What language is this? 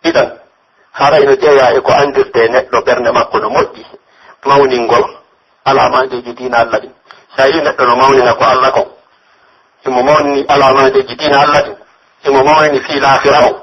Pular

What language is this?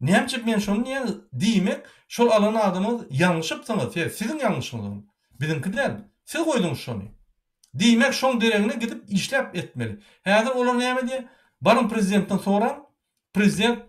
Turkmen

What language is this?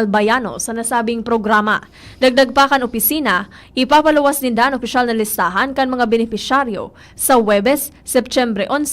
Bikol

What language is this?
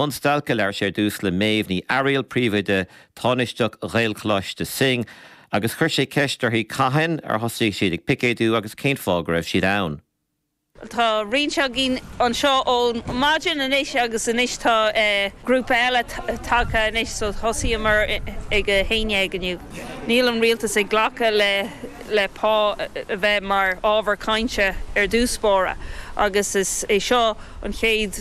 Irish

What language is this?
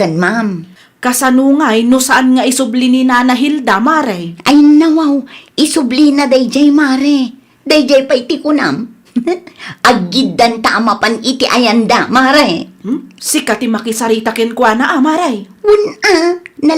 Iloko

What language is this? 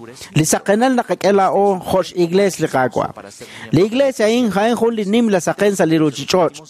Kekchí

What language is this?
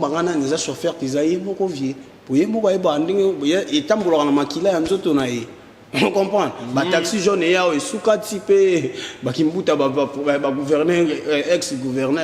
Lingala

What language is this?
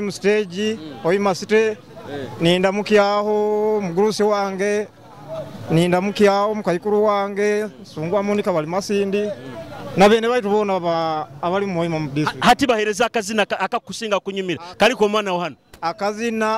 Nyoro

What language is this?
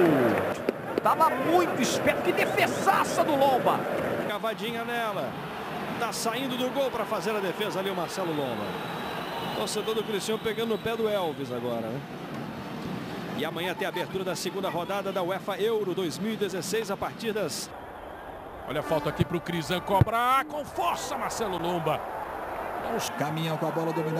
Portuguese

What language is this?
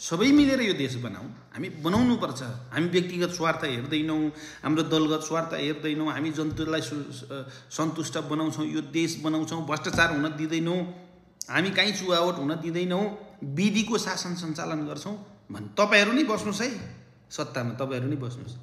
Nepali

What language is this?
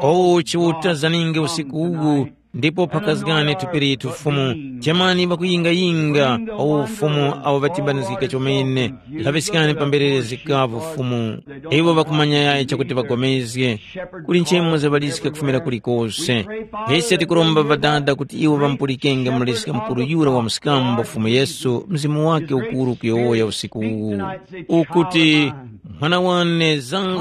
Tumbuka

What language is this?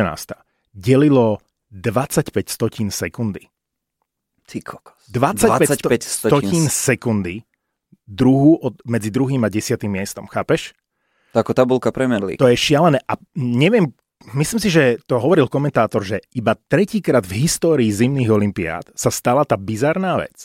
Slovak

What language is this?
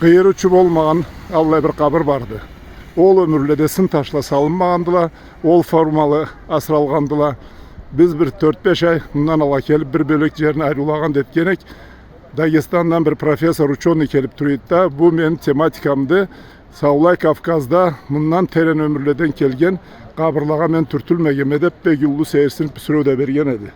Karachay-Balkar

